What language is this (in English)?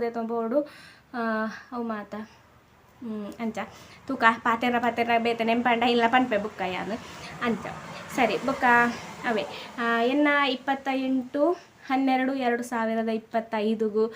Tulu